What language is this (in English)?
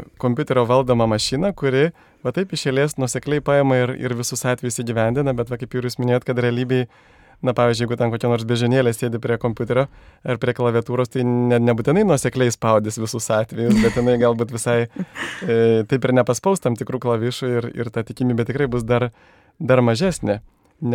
Lithuanian